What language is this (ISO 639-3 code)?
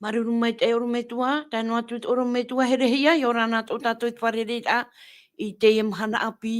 tah